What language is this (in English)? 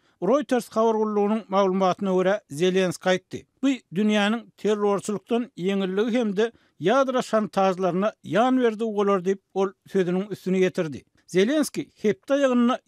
Turkmen